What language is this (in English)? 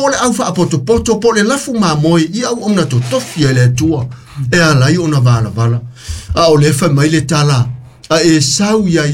Samoan